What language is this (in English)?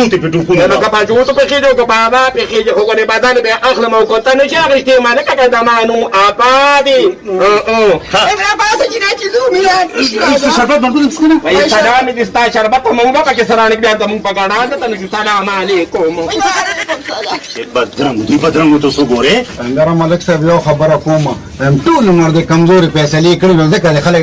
Pashto